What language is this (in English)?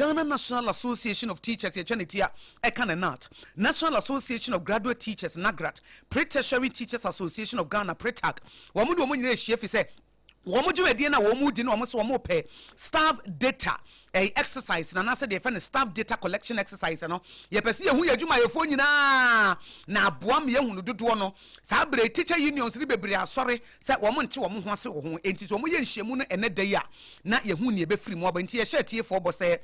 Akan